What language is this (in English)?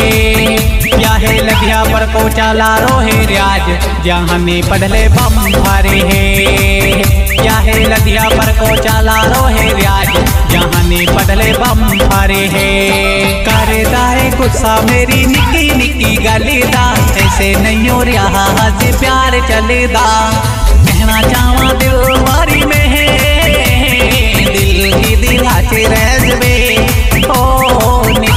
Haryanvi